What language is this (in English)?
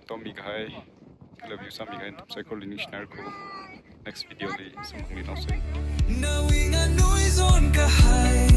Tangkhul Naga (India)